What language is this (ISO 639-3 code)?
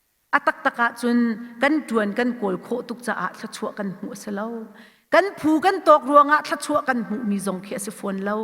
cnh